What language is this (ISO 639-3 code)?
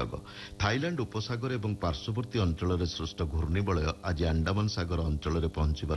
ori